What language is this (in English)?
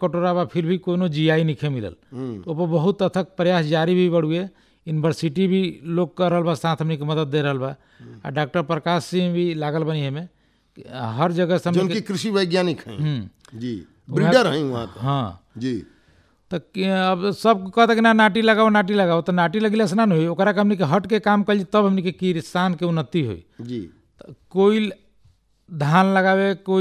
Bhojpuri